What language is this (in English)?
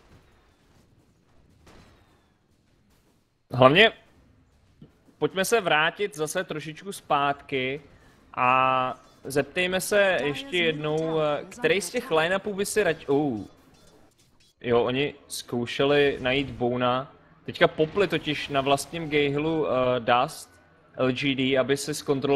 Czech